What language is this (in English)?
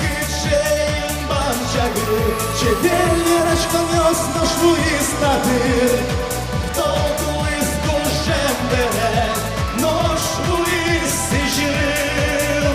Udmurt